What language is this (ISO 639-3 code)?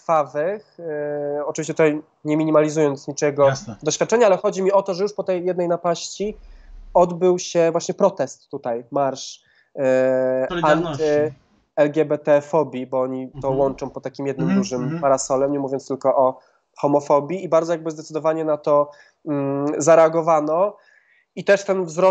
pol